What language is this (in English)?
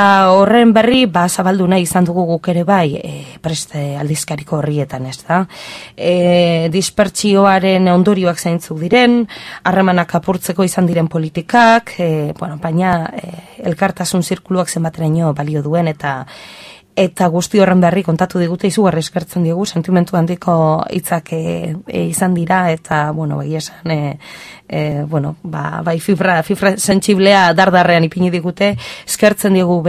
Basque